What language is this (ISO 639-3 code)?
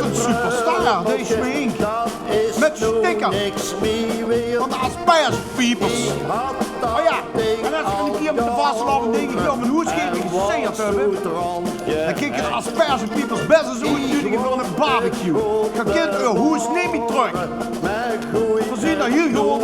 lim